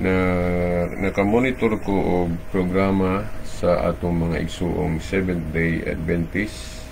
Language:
Cebuano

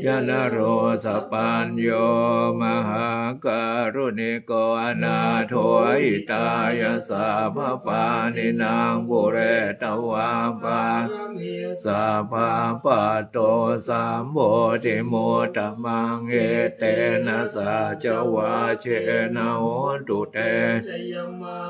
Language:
Pali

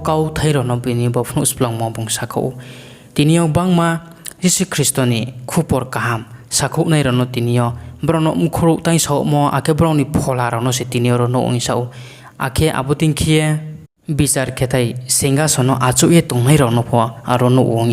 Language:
Riang (India)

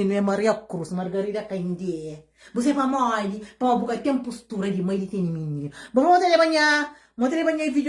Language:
Kabuverdianu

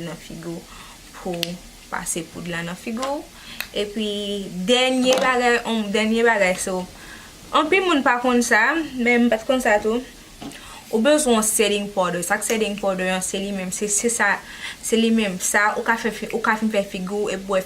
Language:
Haitian Creole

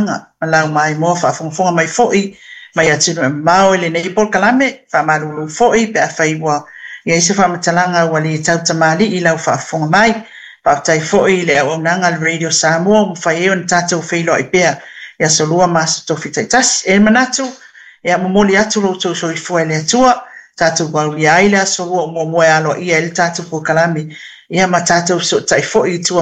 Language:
Samoan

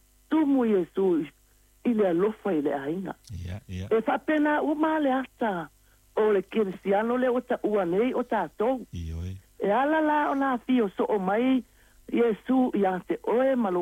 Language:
Samoan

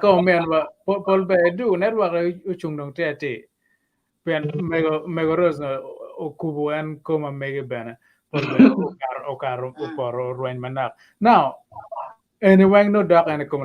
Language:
Acoli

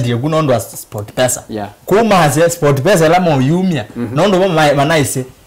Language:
Kamba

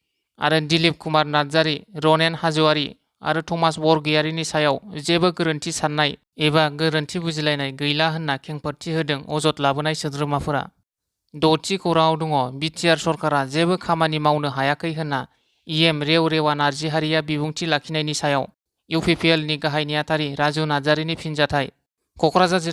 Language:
Bodo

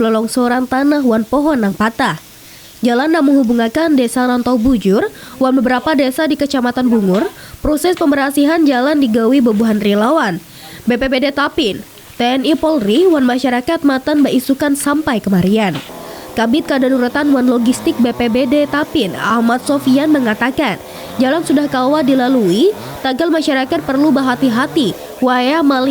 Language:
Banjar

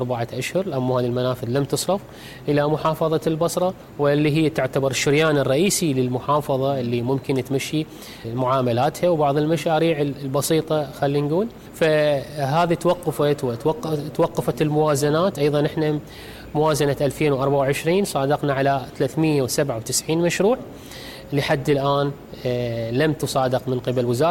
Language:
Mesopotamian Arabic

